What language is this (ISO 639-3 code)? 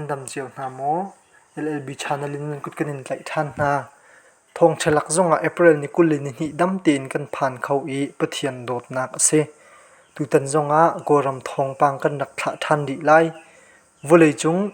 cnh